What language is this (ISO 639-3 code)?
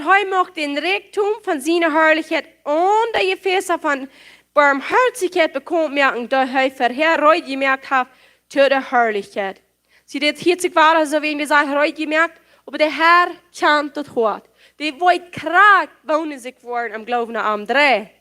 pdt